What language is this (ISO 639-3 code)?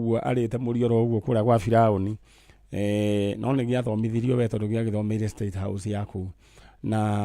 kik